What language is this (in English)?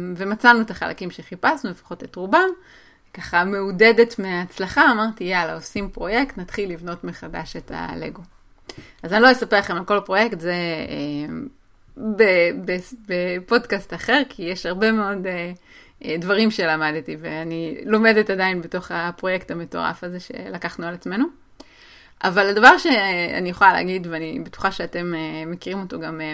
Hebrew